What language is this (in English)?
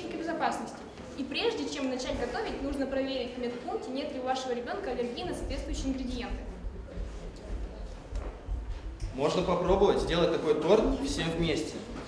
Russian